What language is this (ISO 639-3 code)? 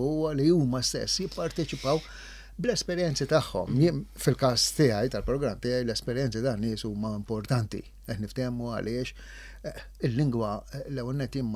mlt